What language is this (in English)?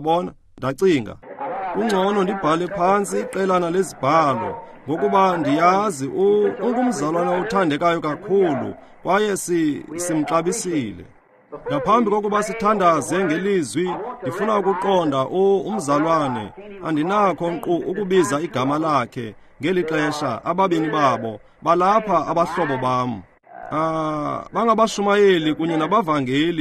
Xhosa